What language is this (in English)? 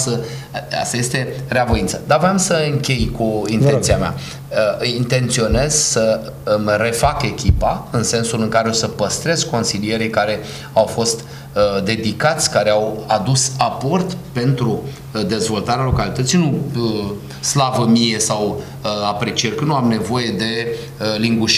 Romanian